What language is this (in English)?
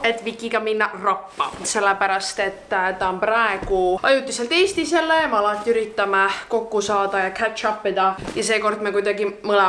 Estonian